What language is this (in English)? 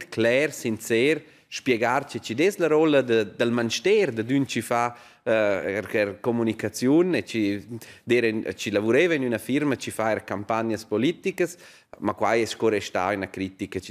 Romansh